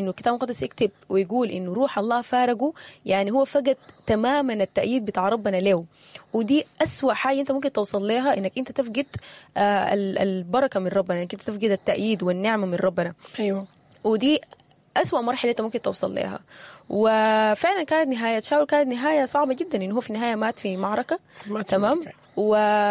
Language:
Sudanese Arabic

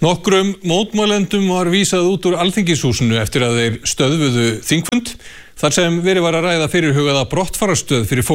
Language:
Icelandic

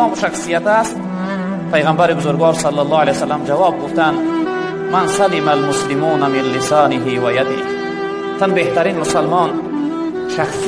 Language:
Tajik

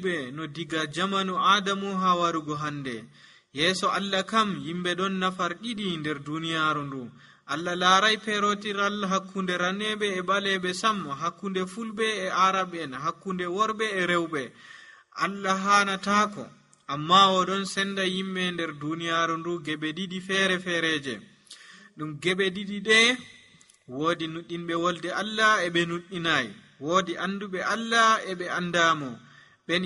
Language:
Nigerian Fulfulde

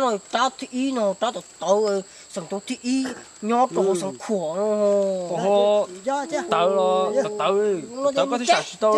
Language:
Hmong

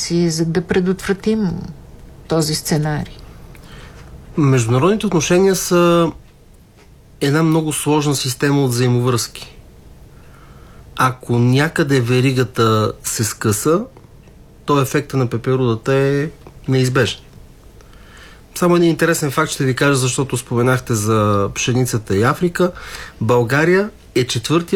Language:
Bulgarian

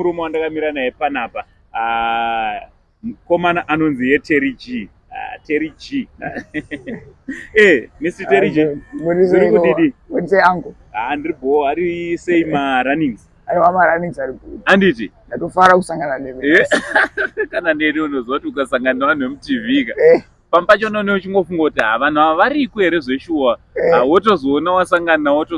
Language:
Shona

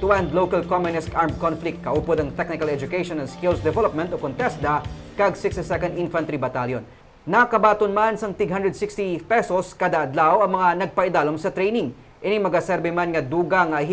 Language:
Hiligaynon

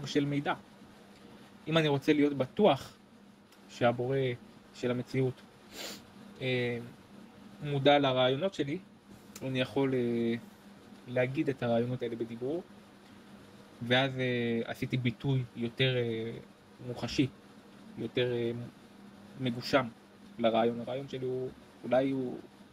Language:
Hebrew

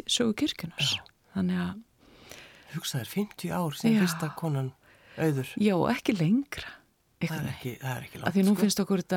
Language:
Icelandic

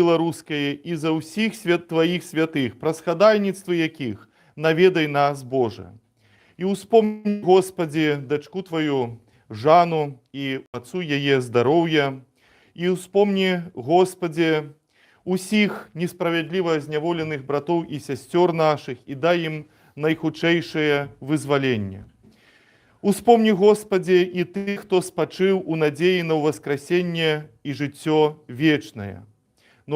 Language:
Belarusian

